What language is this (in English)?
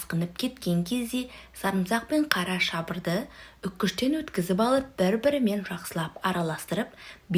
Kazakh